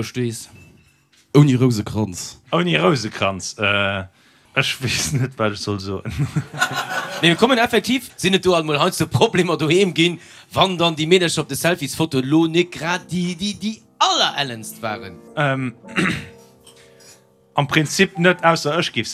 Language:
Luxembourgish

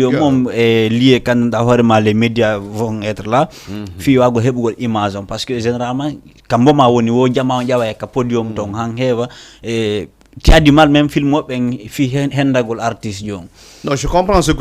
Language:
Fula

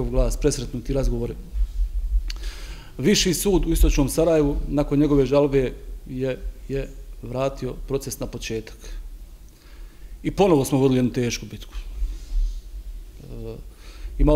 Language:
Bosnian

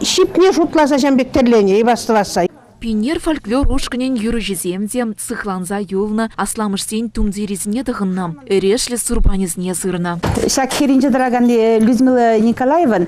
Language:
Chuvash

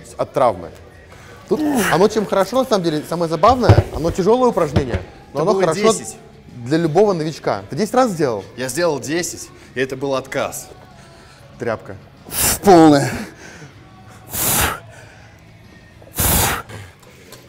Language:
Russian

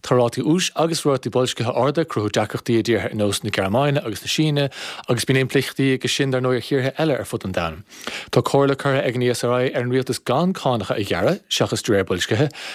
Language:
Irish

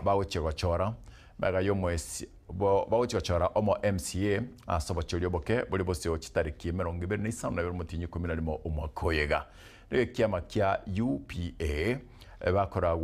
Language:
Gusii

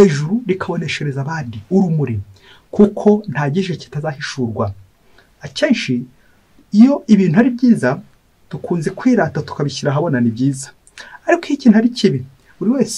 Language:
Kinyarwanda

